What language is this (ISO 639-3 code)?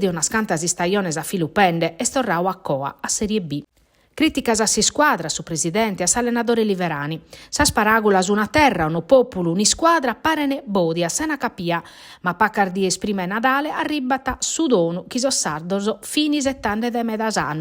srd